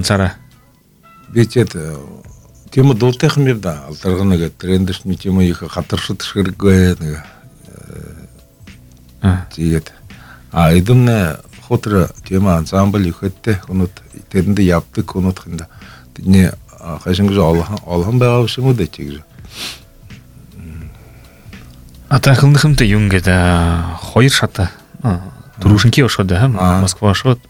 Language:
Buriat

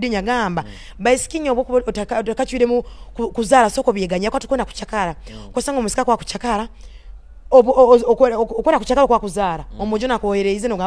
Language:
Nyoro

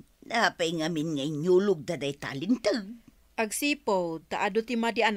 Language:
Iloko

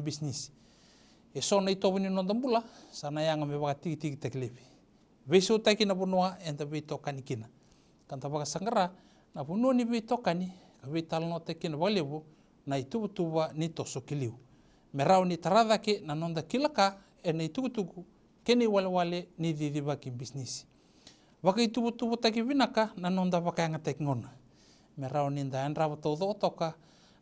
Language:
Fijian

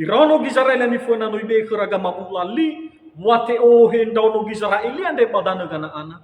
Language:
Nias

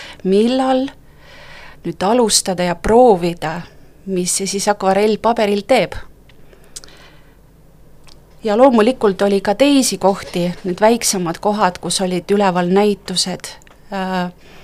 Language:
Estonian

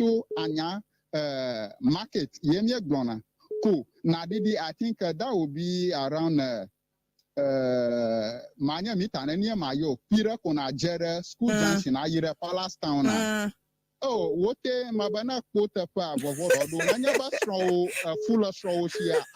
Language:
Ewe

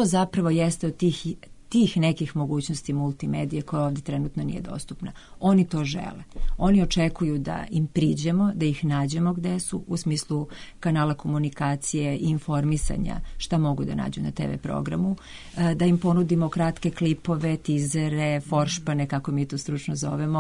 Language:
Serbian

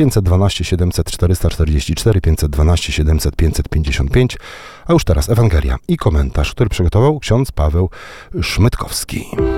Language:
Polish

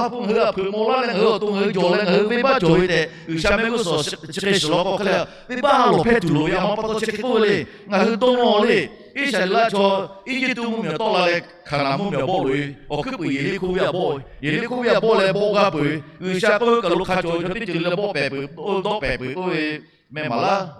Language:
Lahu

